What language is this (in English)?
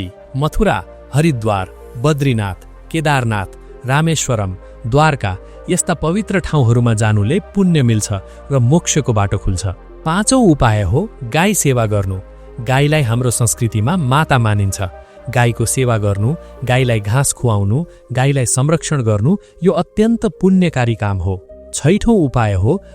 Nepali